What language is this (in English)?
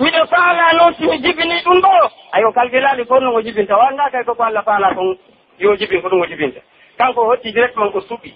Pular